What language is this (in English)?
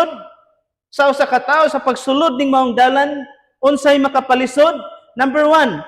Cebuano